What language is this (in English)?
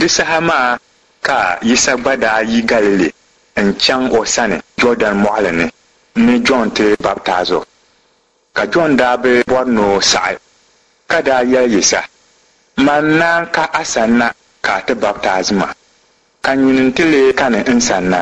Dagbani